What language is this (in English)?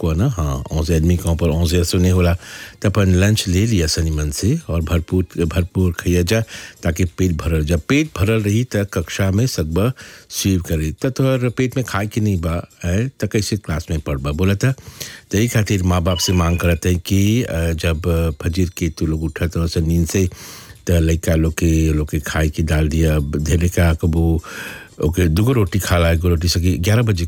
Bhojpuri